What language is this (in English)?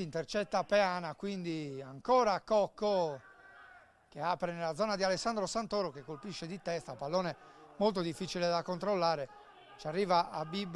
Italian